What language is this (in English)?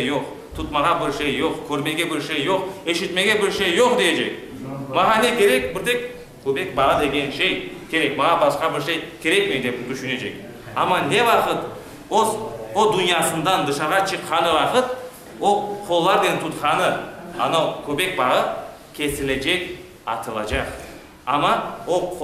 Crimean Tatar